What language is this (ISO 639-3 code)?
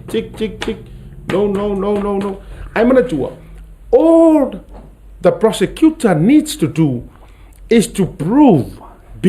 smo